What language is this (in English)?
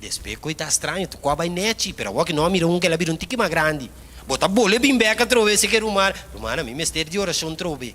Papiamento